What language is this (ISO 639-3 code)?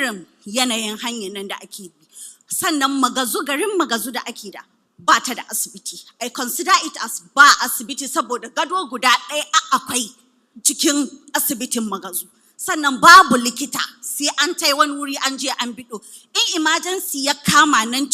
hau